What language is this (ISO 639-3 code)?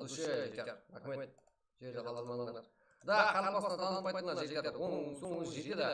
kaa